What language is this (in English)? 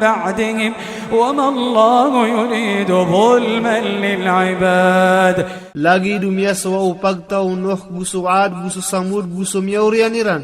Maranao